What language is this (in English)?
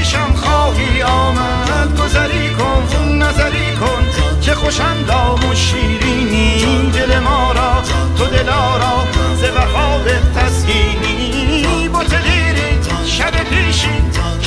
Persian